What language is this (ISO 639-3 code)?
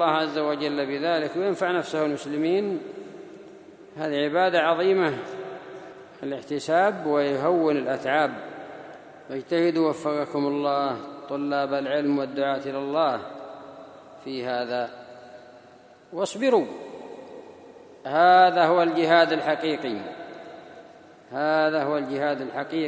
ara